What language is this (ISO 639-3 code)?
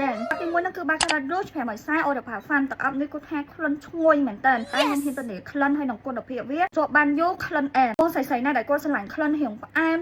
khm